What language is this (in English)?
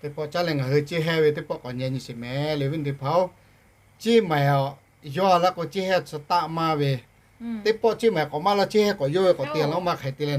Lahu